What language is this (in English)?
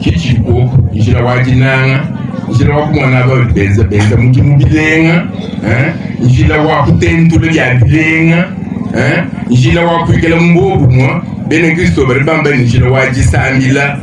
Luba-Lulua